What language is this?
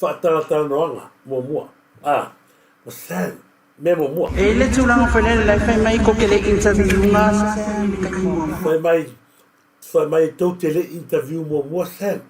Samoan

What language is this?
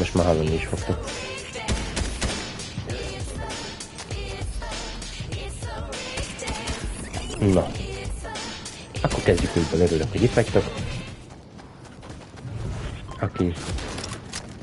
Hungarian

